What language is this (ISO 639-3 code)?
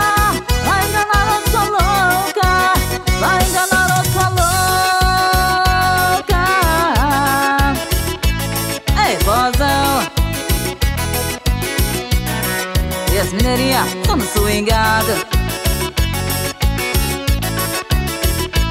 por